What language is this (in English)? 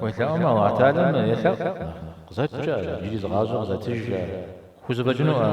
Kabardian